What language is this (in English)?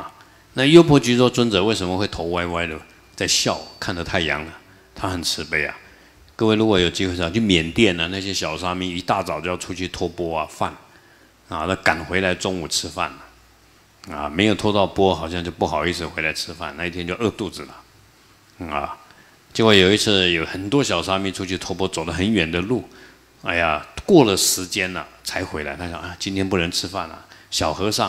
Chinese